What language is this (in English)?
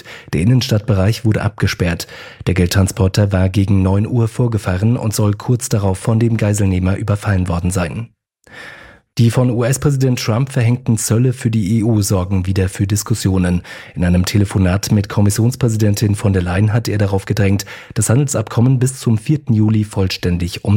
German